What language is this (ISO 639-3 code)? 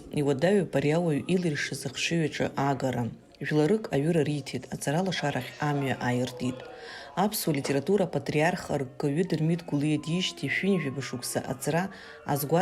abk